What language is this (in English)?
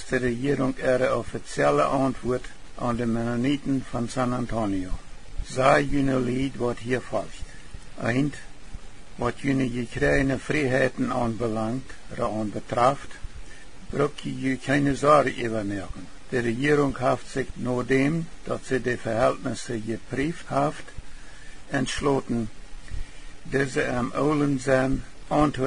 Plautdietsch